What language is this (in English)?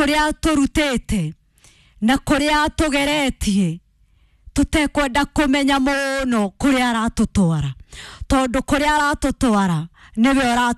Kikuyu